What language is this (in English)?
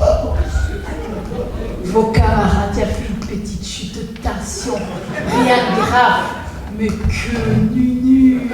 Picard